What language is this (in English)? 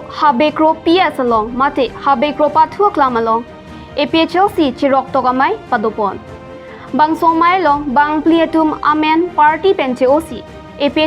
Karbi